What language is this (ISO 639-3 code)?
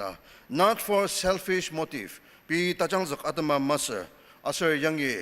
njo